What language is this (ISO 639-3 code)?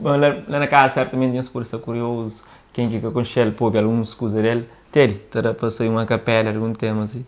kea